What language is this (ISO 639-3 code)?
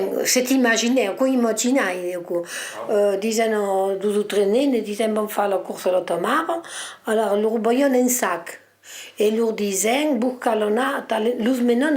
oci